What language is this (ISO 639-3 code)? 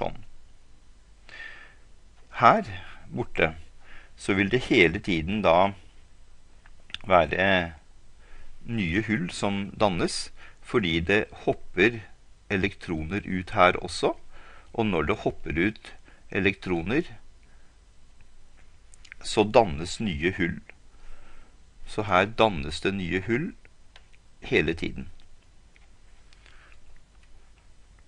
nor